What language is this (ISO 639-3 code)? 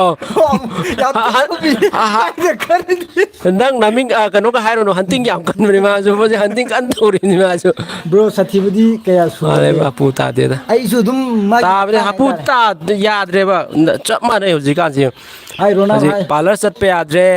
mni